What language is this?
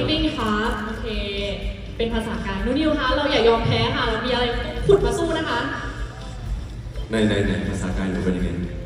Thai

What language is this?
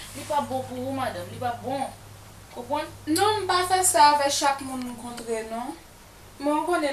Haitian Creole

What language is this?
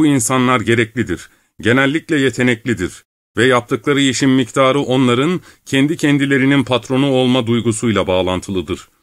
Turkish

